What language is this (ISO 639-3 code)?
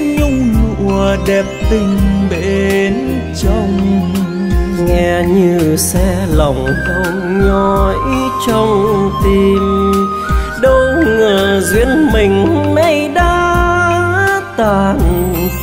vie